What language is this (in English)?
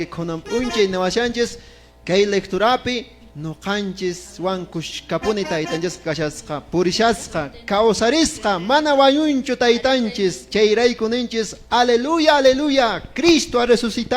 Quechua